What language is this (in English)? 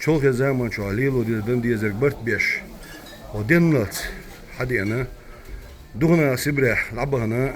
Chechen